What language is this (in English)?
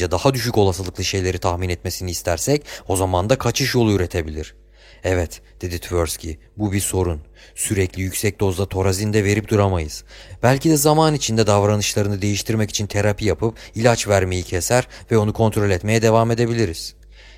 Turkish